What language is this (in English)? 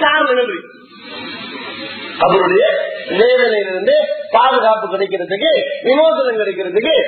Tamil